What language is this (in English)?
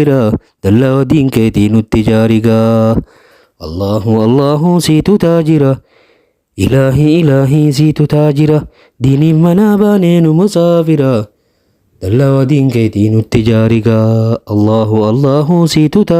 Oromo